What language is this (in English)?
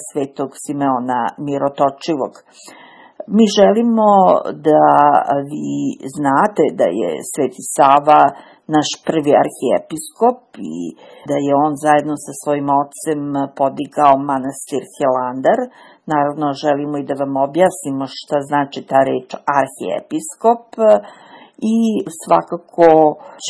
Serbian